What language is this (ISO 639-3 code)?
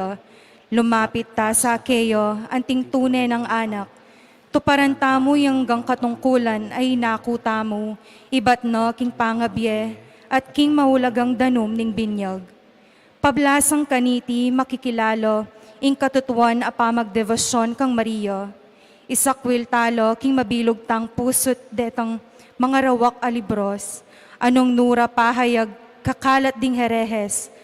pam